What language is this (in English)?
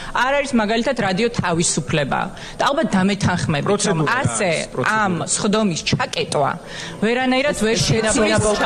Georgian